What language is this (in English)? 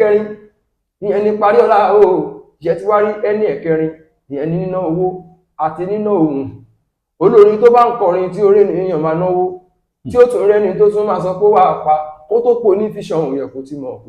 Yoruba